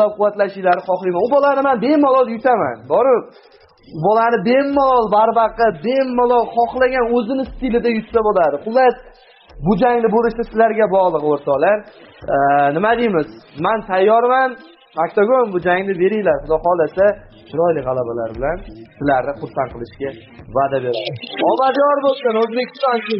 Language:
Uzbek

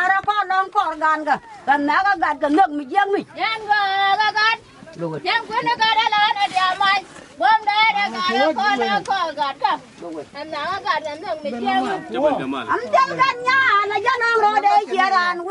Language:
Nuer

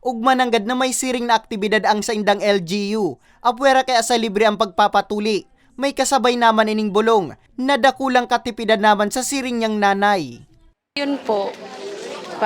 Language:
Bikol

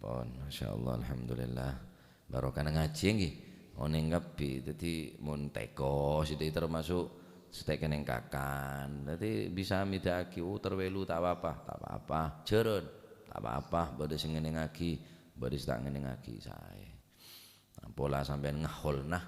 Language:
Madurese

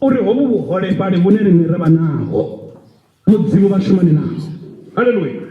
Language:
Venda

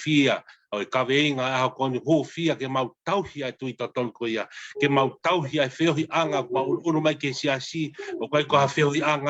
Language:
Tongan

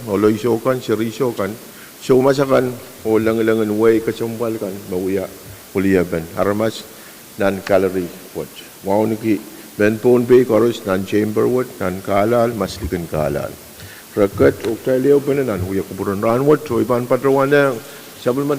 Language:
Pohnpeian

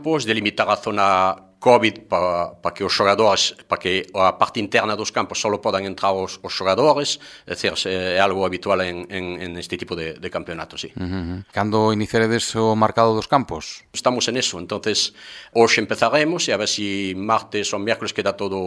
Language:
Galician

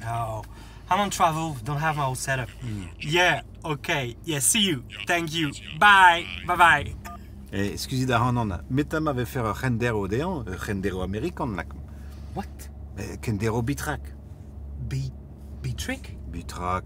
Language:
Breton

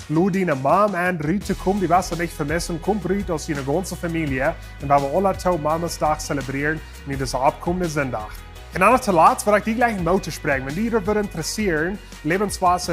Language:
Plautdietsch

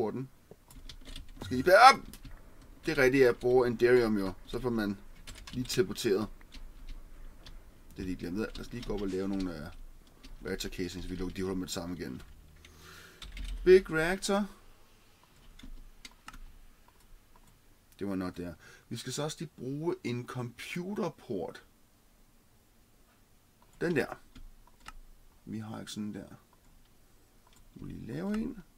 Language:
Danish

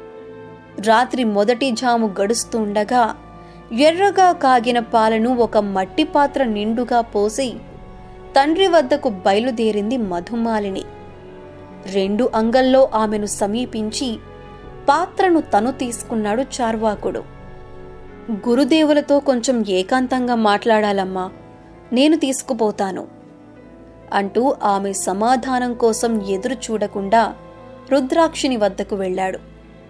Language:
Telugu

